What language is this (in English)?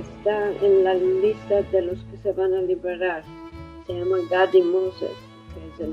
Ladino